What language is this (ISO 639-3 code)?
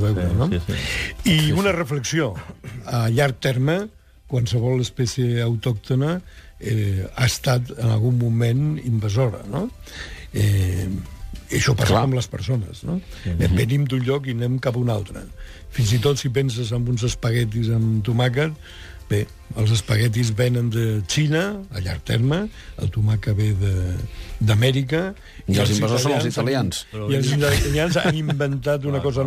cat